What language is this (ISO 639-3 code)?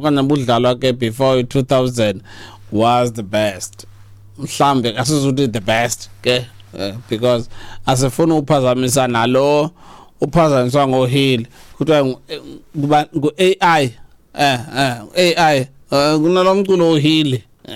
xho